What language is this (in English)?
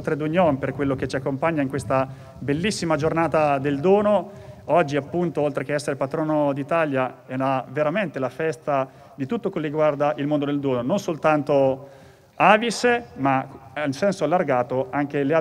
Italian